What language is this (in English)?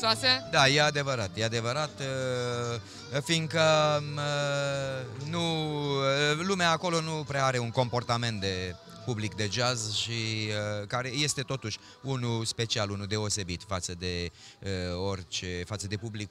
Romanian